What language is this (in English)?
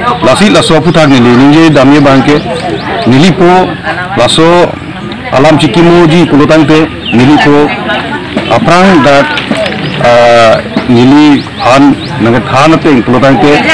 Karbi